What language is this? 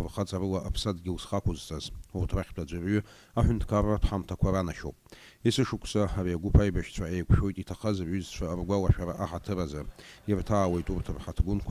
Abkhazian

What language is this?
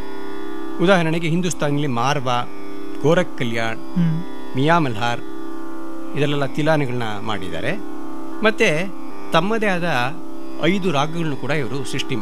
Kannada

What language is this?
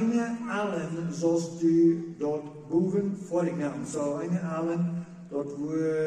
Plautdietsch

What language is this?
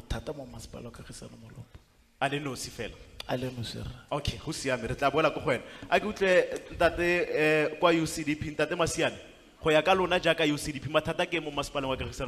Tswana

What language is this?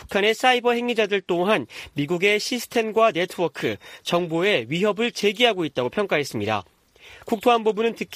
Korean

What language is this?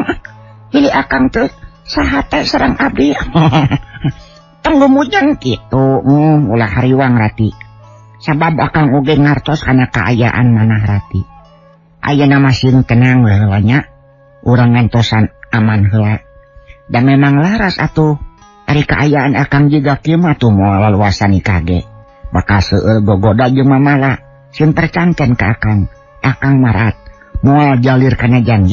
Sundanese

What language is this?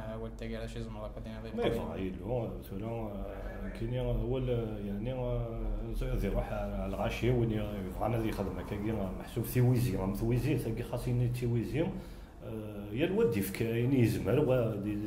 Kabyle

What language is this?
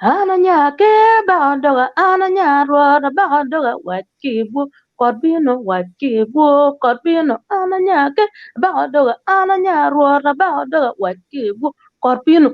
Acoli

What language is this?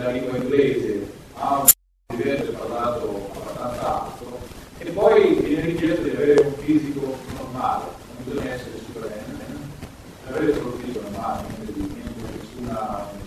Italian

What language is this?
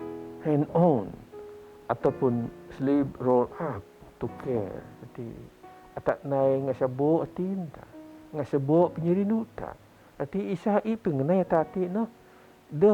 Biatah Bidayuh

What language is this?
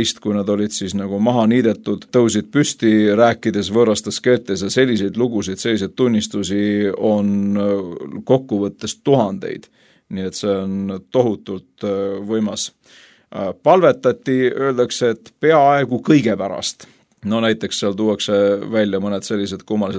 Estonian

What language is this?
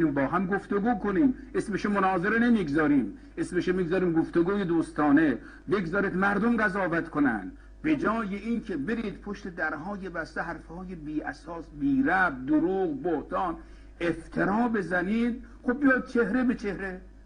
Persian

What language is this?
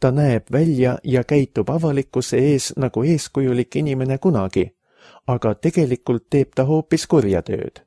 Estonian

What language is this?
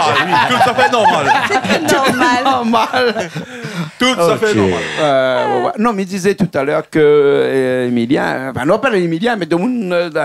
Réunion Creole French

